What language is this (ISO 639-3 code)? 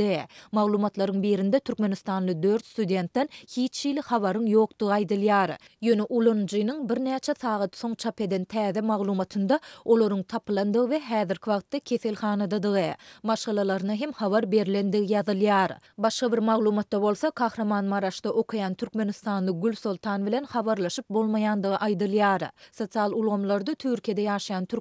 tuk